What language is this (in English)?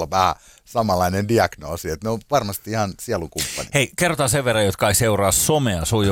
Finnish